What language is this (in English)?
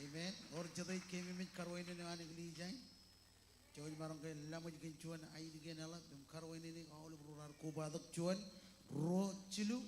Marshallese